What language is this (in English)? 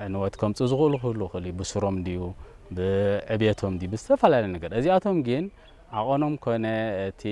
Tigrinya